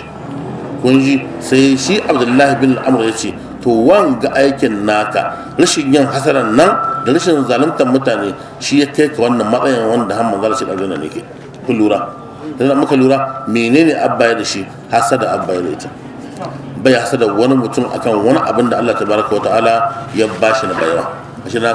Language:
Hausa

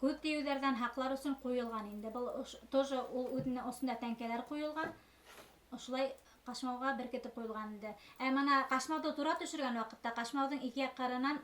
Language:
Bashkir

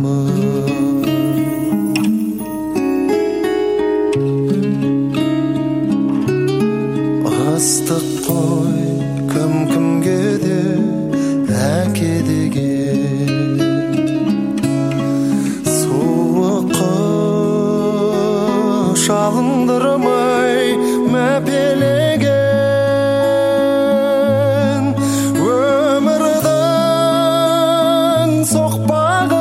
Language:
Kazakh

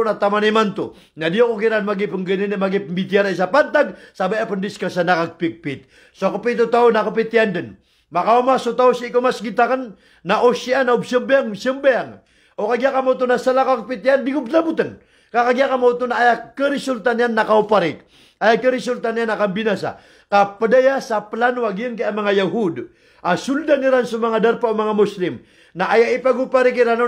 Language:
Maranao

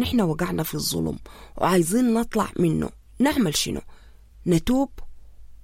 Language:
Sudanese Arabic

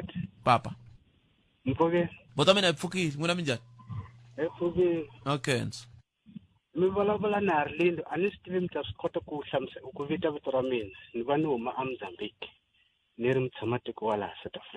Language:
Tsonga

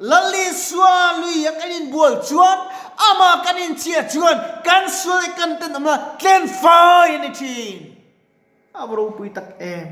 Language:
Mizo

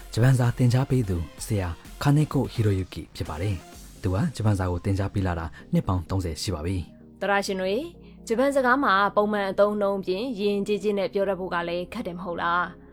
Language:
Burmese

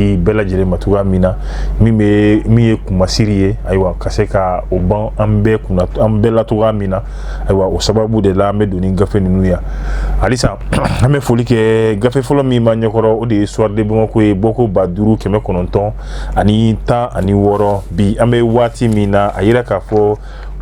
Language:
Bambara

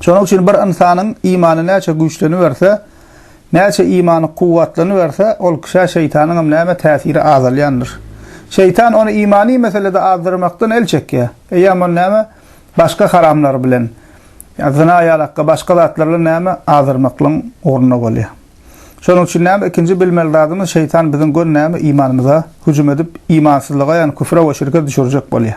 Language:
Turkmen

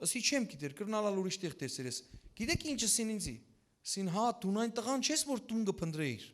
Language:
Western Armenian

